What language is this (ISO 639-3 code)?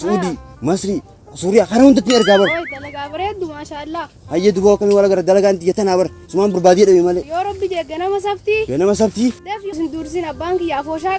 orm